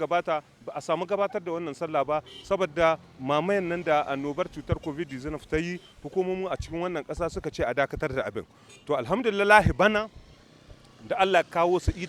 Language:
Hausa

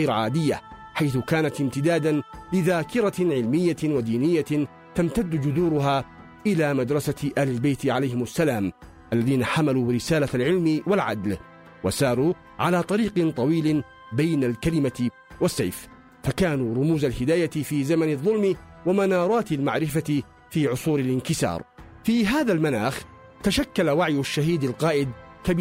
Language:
Arabic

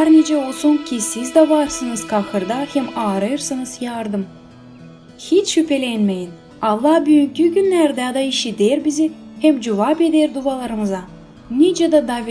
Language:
Gagauz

